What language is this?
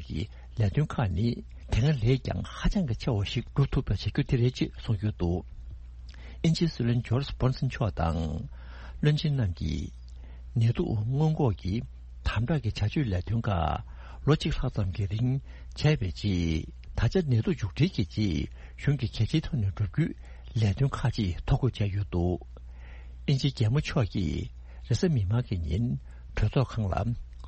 Tibetan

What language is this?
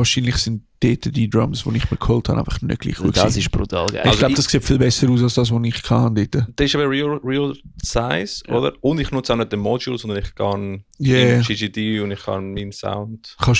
Swiss German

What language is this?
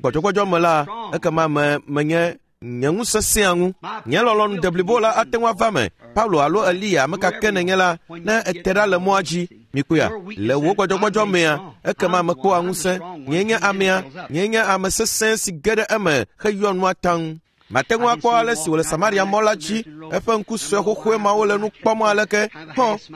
Ewe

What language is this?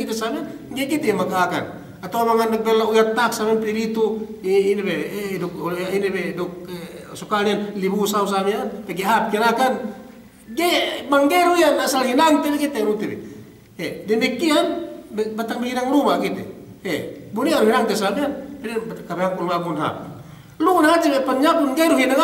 Yakan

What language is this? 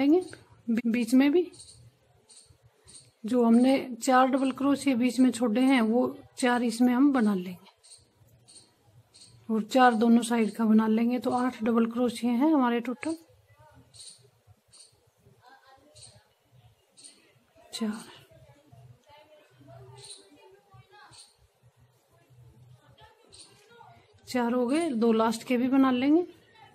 Hindi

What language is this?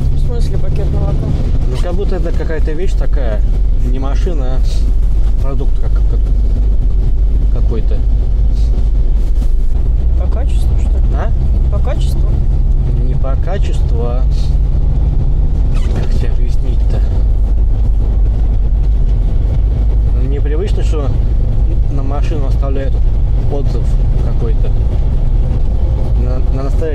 Russian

